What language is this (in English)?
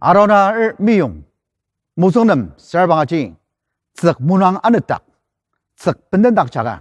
Ao Naga